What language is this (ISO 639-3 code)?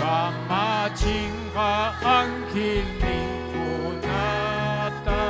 quy